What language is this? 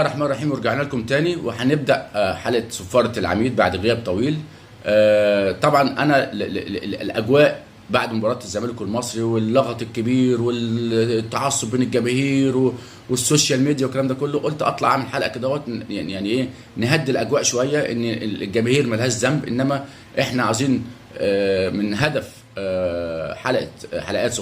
Egyptian Arabic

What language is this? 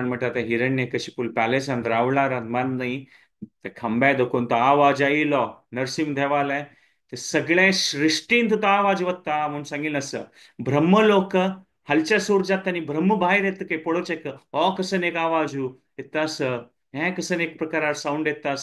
Konkani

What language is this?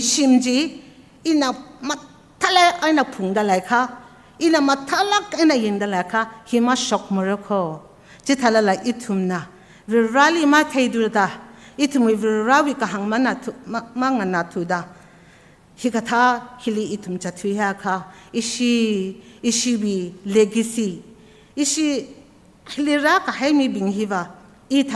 Tangkhul Naga (India)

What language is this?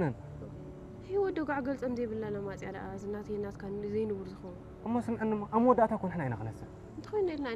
Tigrinya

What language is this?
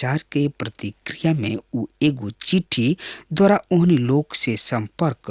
Bhojpuri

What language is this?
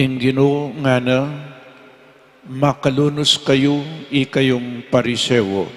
Pampanga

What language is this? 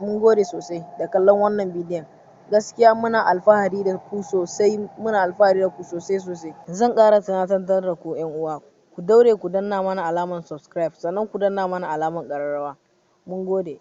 Hausa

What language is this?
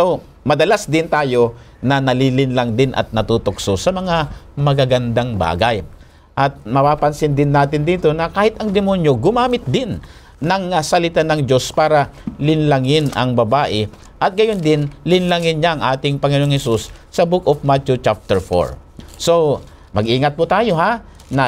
Filipino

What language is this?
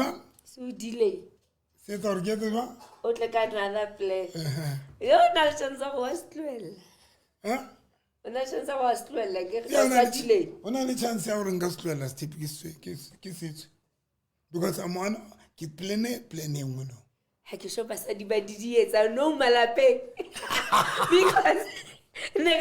Southern Sotho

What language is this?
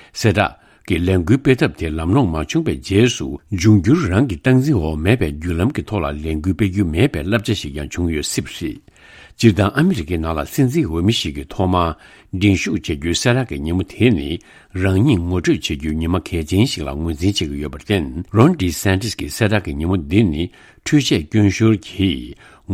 Tibetan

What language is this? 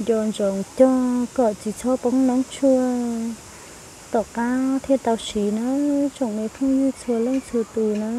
Hmong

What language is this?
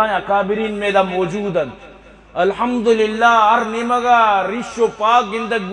Eastern Balochi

